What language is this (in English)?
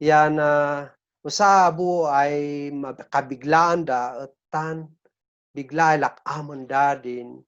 Kankanaey